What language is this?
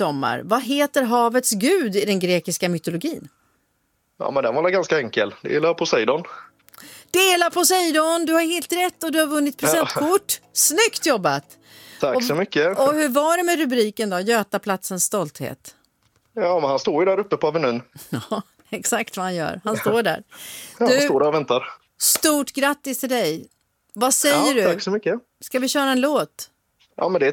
Swedish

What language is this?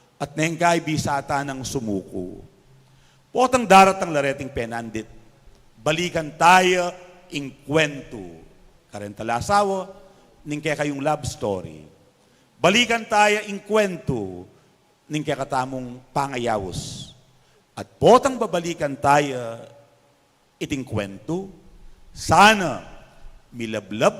Pampanga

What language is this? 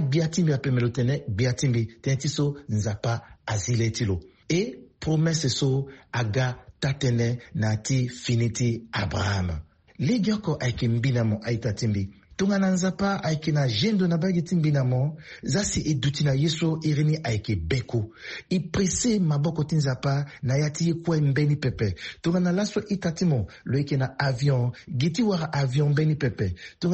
Sango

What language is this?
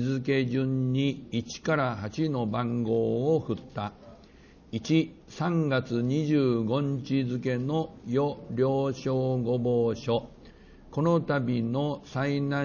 Japanese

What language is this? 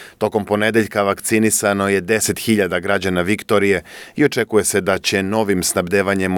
Serbian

